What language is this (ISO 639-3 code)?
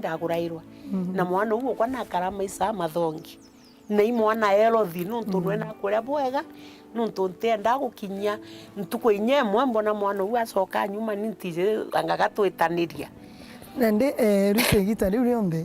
mer